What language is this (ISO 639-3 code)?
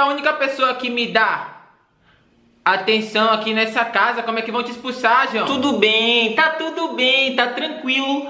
por